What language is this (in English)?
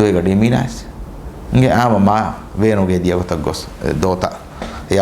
Divehi